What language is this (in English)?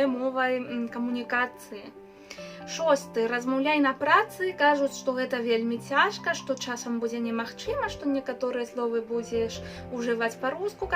Belarusian